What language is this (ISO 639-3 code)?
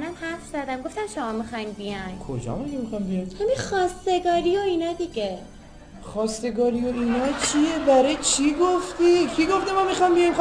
fas